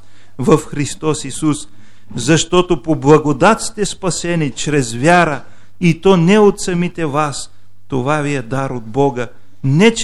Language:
Bulgarian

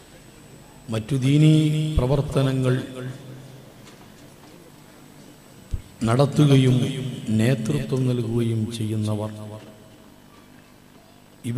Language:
Malayalam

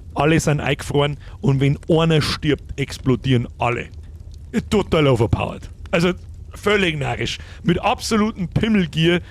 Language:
Bavarian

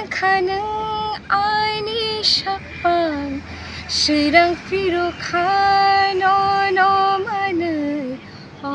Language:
Kok Borok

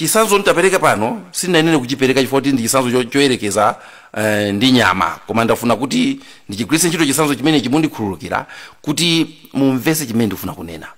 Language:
Nyanja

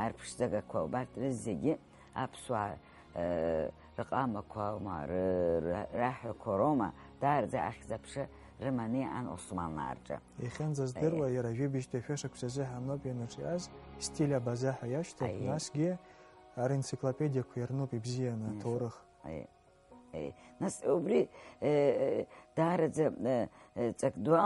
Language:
Abkhazian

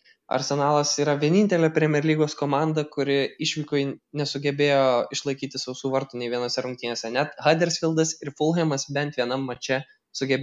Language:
Lithuanian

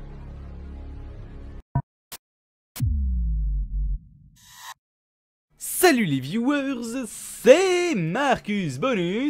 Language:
French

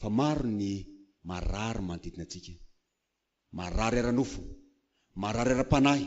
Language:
Malagasy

